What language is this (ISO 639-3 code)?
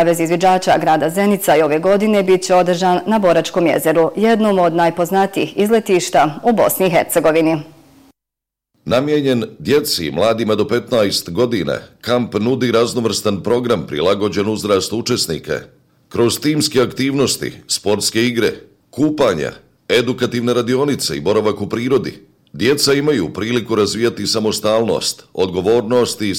bos